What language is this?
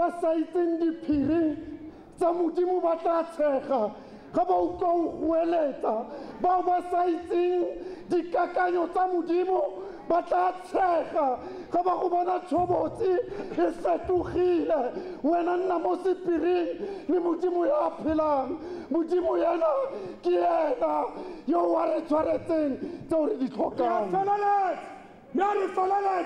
Tswana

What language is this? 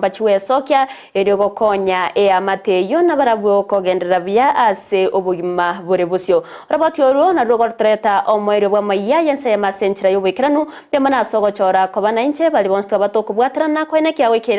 Gusii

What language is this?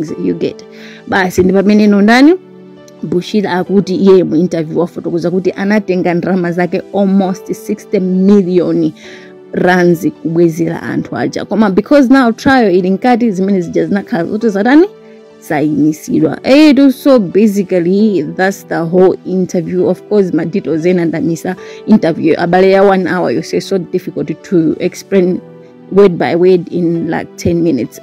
Nyanja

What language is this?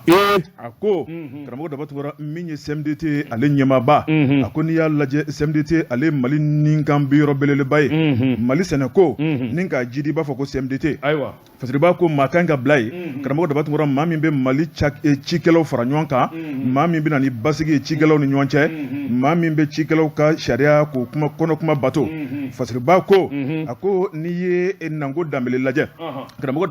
Bambara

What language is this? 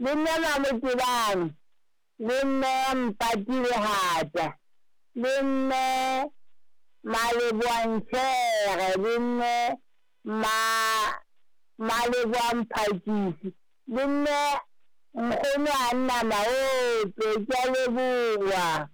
Southern Sotho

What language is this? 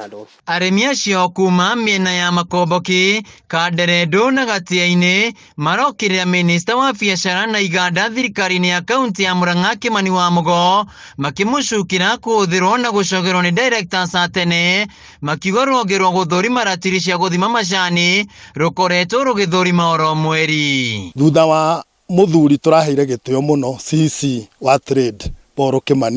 Kikuyu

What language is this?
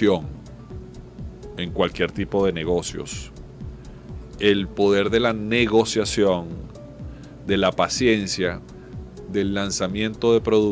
Spanish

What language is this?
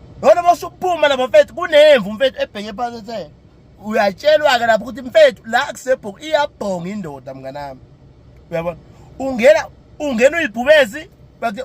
Zulu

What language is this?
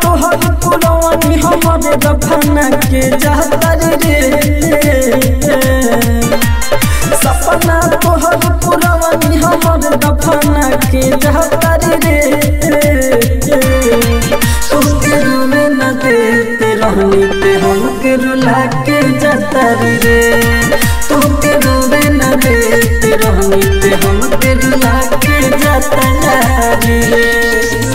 Bhojpuri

